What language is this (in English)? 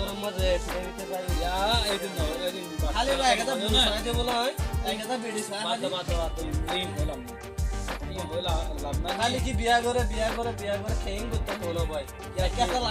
Rohingya